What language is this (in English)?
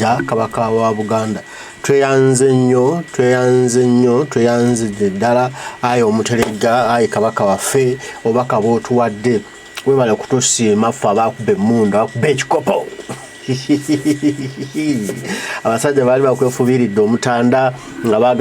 Ganda